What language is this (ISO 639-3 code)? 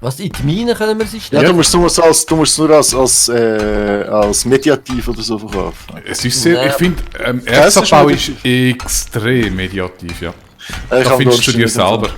gsw